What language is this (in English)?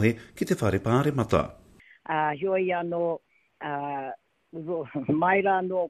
Māori